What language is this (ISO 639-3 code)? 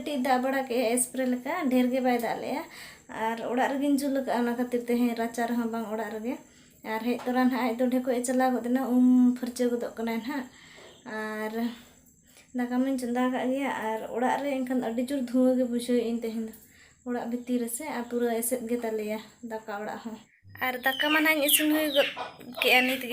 sat